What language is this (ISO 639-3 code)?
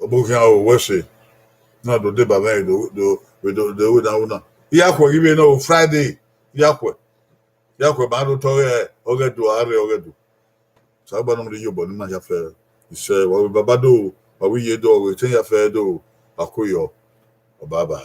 bin